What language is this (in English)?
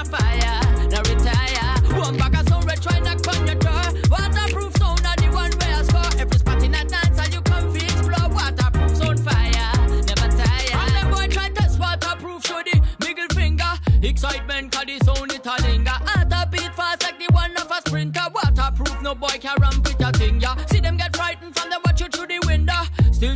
Jamaican Creole English